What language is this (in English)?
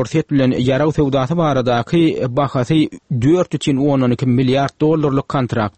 Turkmen